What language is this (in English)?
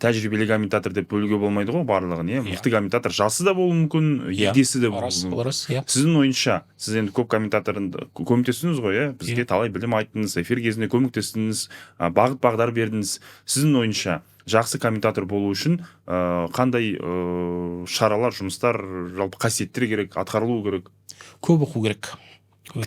Kazakh